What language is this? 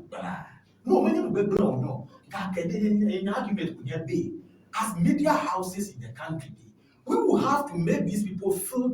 Ewe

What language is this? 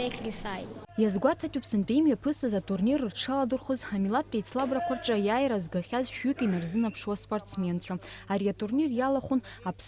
Abkhazian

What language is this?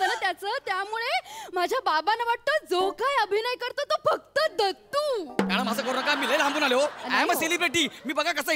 Marathi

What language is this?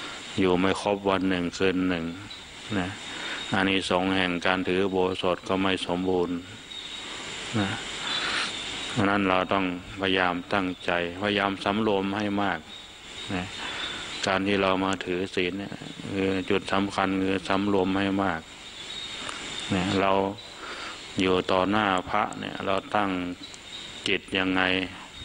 Thai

